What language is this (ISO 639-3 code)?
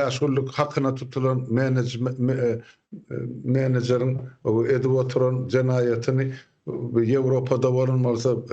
tuk